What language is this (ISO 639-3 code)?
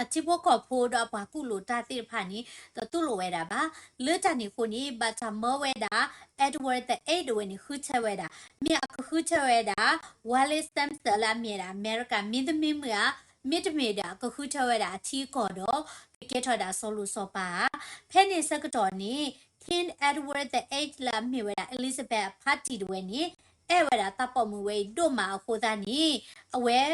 ksw